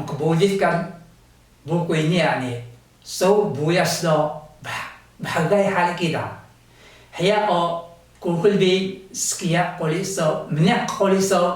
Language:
Taroko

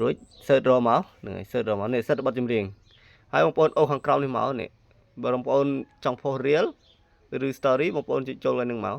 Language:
Khmer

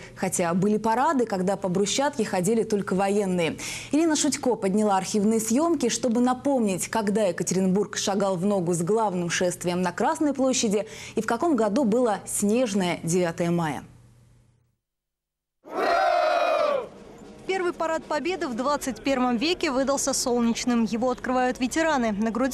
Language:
Russian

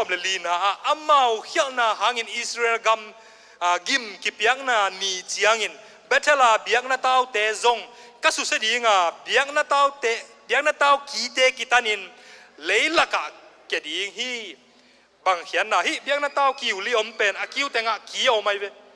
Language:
Tedim Chin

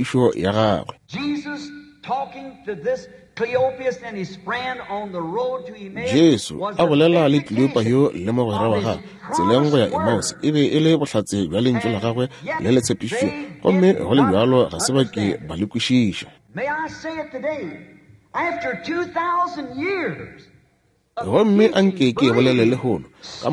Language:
Northern Sotho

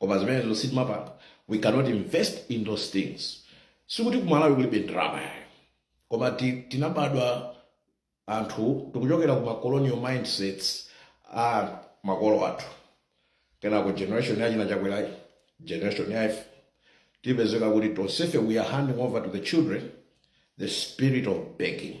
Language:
Nyanja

